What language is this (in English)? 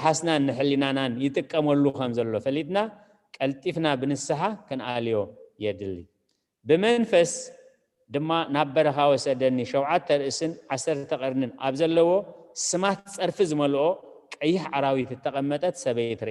Tigrinya